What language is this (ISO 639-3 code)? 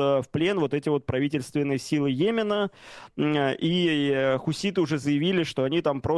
rus